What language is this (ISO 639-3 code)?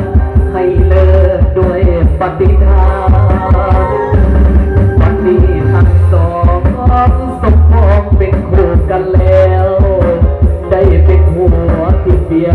tha